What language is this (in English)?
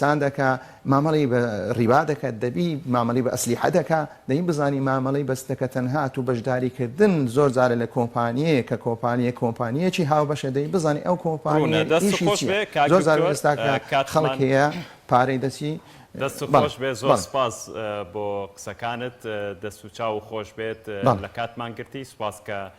Central Kurdish